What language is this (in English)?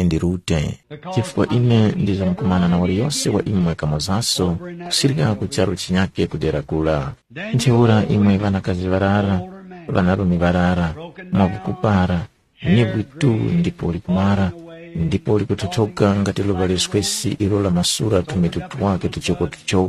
Tumbuka